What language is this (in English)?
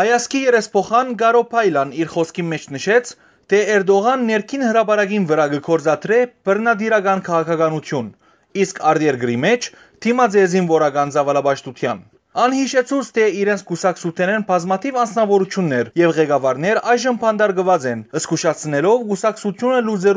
Western Armenian